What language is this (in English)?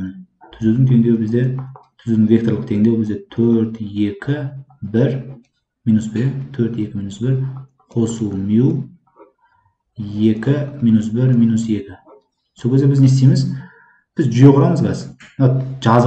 Kazakh